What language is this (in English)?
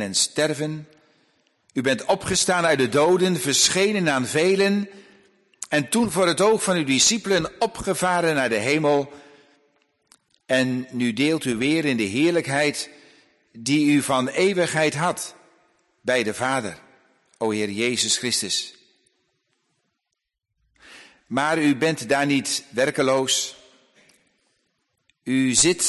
Dutch